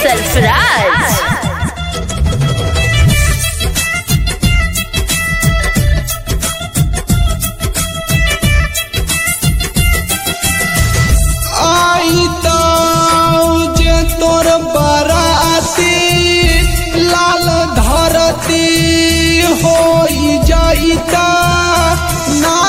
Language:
Bhojpuri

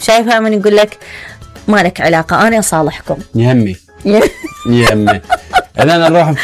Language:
Mesopotamian Arabic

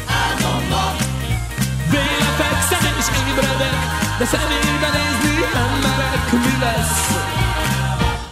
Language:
Hungarian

